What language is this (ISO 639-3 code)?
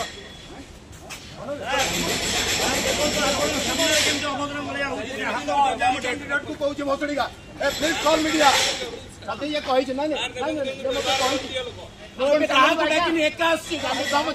ori